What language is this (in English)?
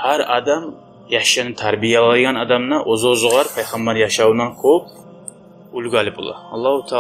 Kumyk